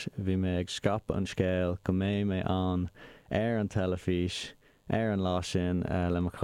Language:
Irish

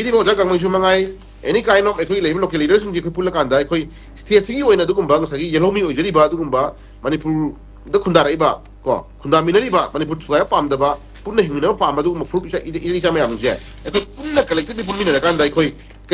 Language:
Manipuri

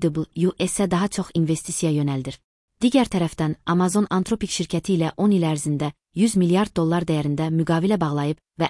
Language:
Azerbaijani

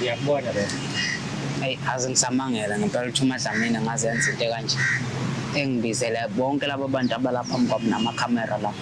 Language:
Zulu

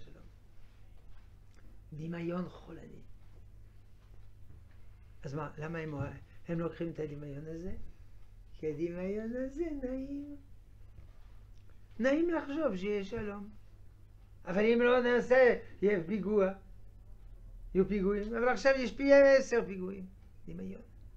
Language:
Hebrew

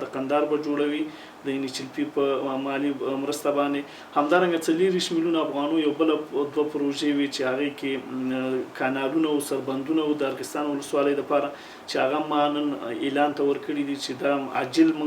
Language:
Pashto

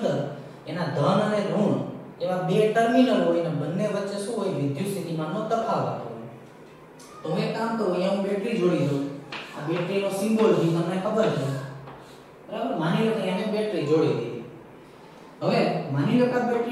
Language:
Gujarati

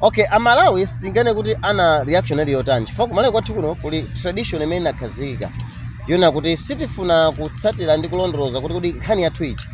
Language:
Nyanja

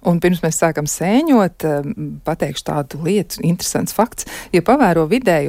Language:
Latvian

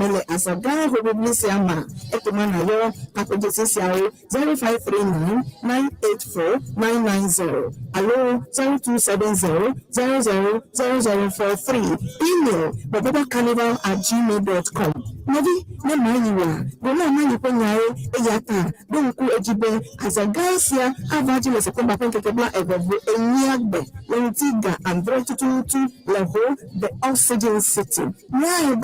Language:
Ewe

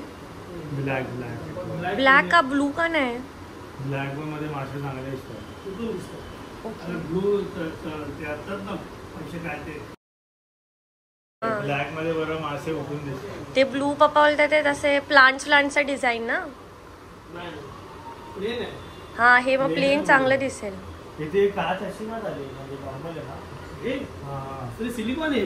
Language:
Marathi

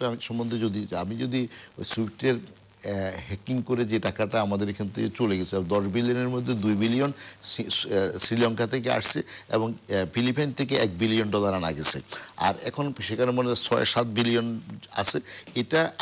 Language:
Bangla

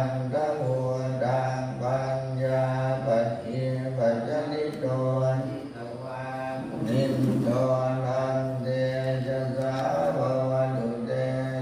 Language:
Pali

